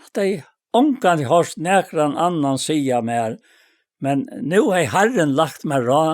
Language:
Faroese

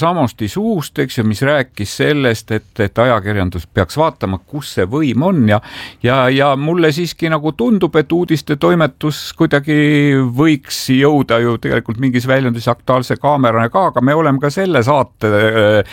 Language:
Estonian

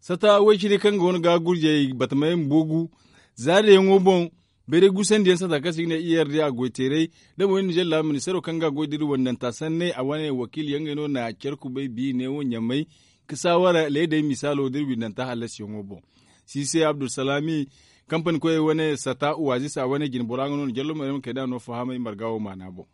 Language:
Zarma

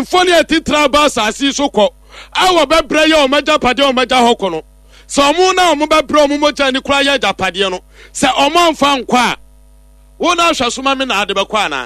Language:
Akan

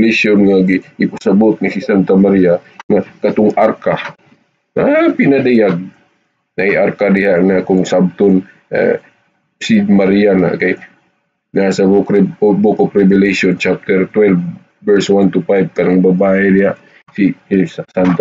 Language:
Cebuano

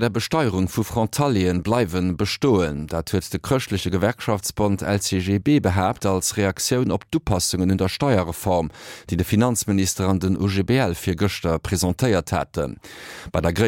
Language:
Luxembourgish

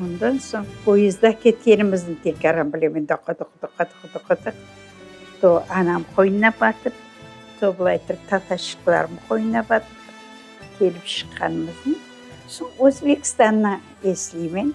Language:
Crimean Tatar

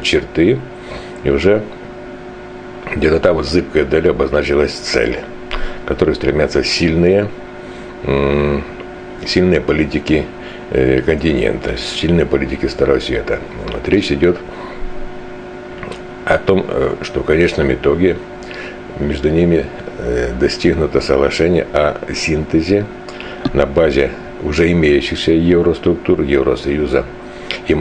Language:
Russian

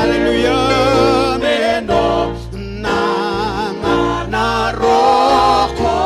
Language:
Fijian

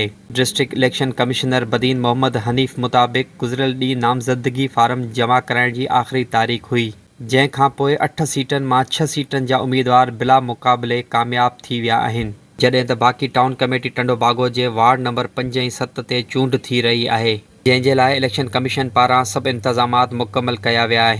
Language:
Sindhi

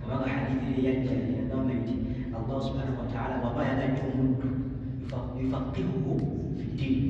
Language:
Ganda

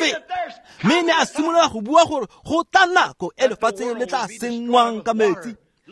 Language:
Tswana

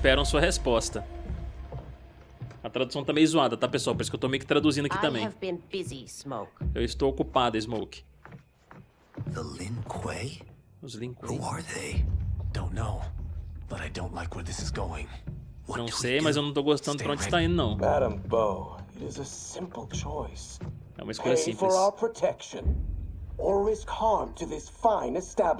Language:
Portuguese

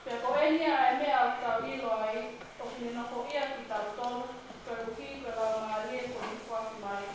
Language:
Tongan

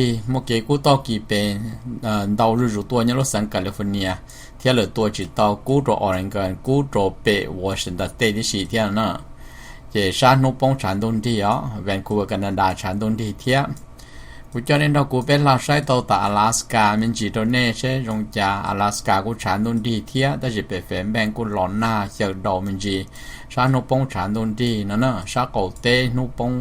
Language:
Hmong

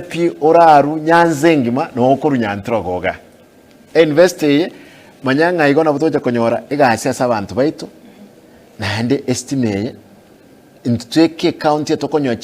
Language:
Gusii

